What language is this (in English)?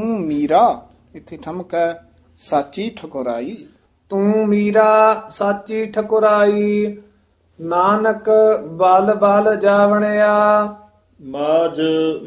Punjabi